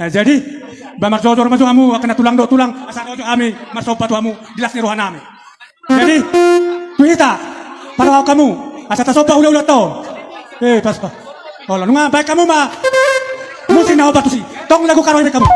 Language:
Batak Toba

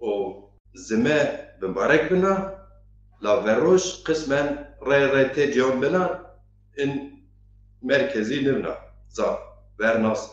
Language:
Zaza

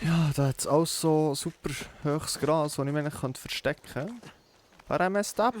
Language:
Swiss German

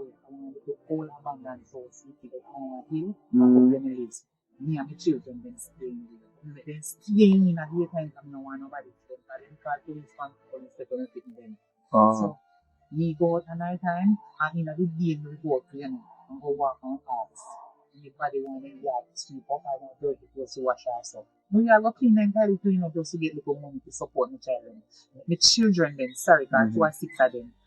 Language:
Jamaican Creole English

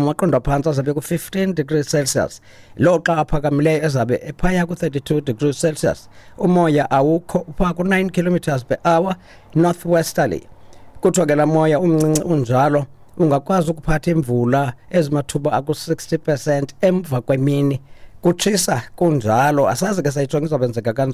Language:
Xhosa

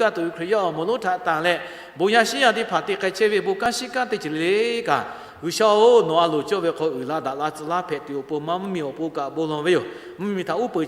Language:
Lahu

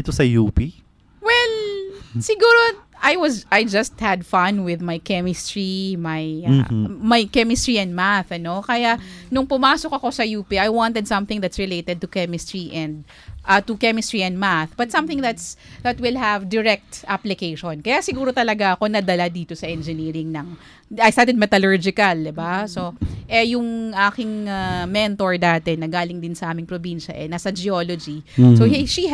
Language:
Filipino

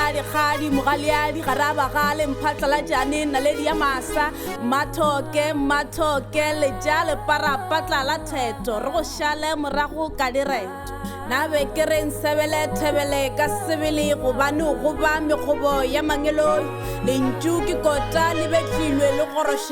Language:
Northern Sotho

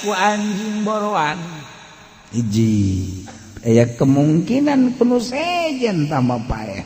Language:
Sundanese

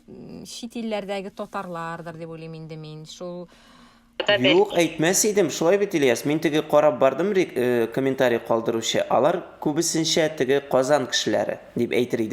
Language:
Tatar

